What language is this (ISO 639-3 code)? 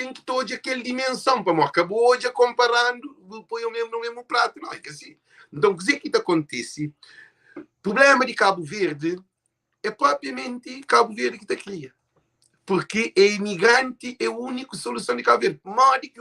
kea